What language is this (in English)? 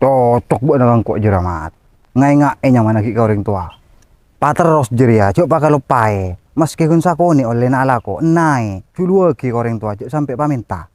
Madurese